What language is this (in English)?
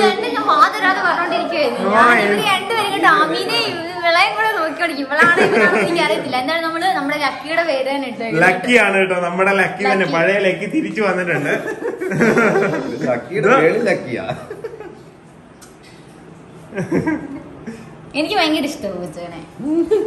Malayalam